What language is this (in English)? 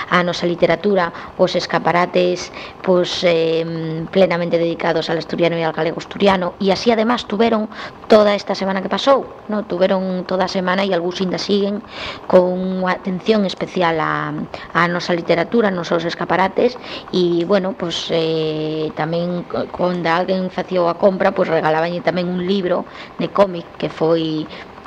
Galician